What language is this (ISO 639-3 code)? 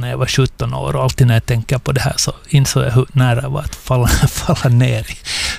swe